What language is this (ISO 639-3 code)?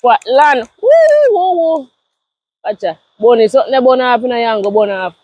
jam